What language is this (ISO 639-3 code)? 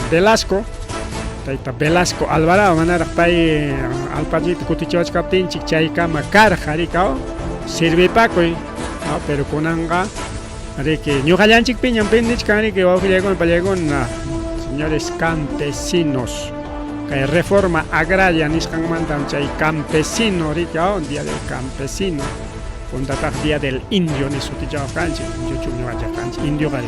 quy